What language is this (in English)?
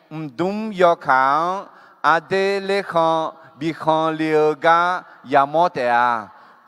Akha